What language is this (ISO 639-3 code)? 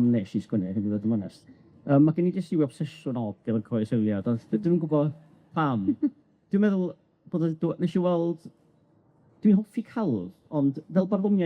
cym